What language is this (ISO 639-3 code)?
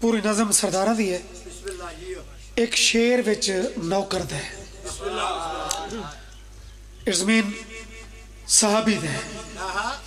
phr